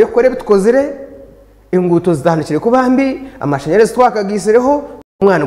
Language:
Nyankole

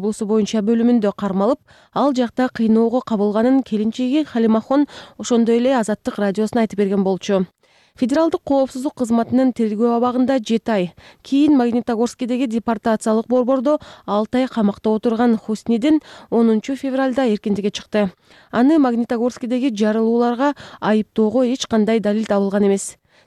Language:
Kyrgyz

